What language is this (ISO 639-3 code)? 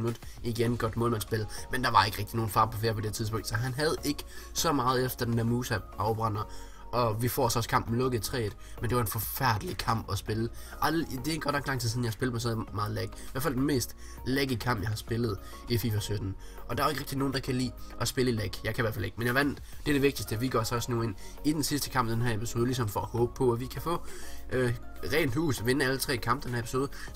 dan